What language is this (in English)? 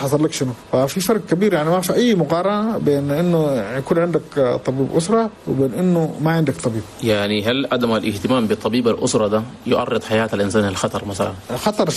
Chadian Arabic